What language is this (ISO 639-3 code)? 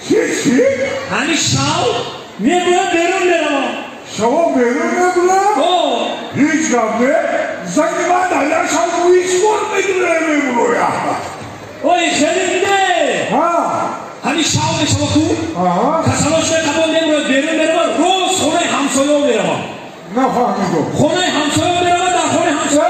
tgk